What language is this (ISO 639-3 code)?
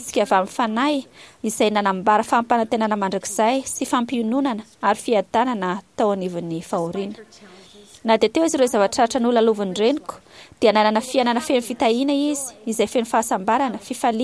mlg